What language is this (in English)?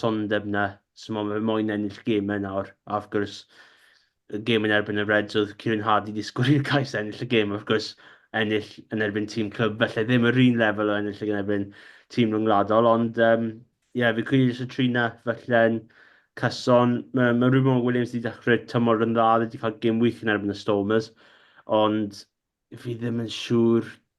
Welsh